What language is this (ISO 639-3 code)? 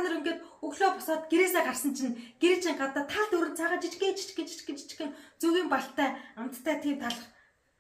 mon